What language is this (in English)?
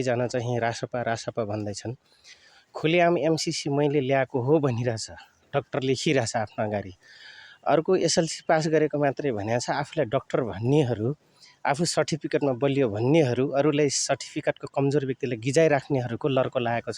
Nepali